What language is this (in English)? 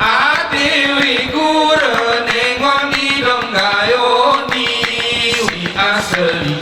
Gayo